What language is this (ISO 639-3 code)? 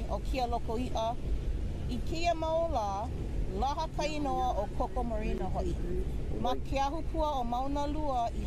haw